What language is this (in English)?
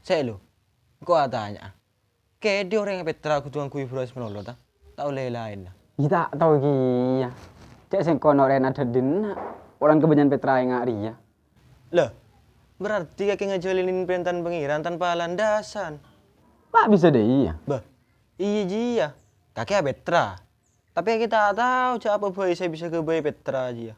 Madurese